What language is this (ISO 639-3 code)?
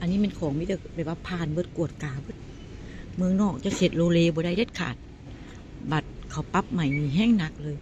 tts